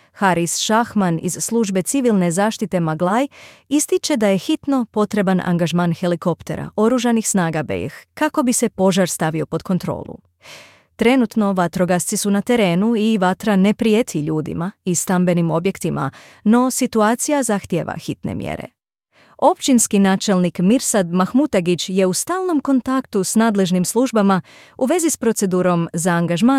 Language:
Bosnian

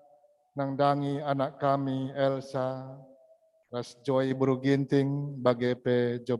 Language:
Batak Karo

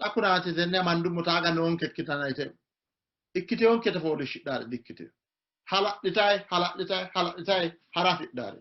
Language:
Sidamo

